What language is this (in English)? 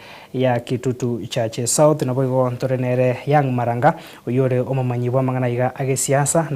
Gusii